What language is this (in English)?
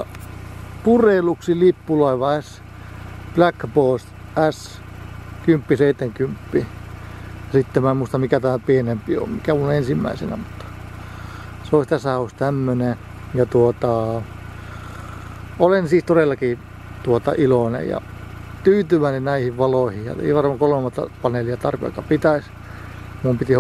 Finnish